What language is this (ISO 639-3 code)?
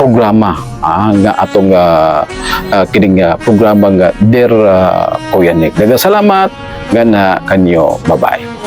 ceb